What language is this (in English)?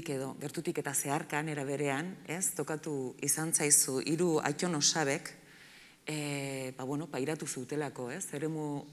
Basque